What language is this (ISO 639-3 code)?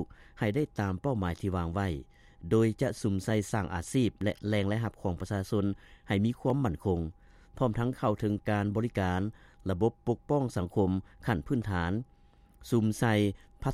lao